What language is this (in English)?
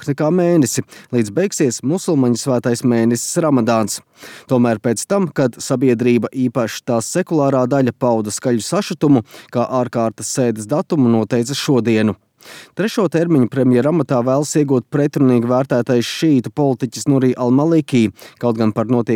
Latvian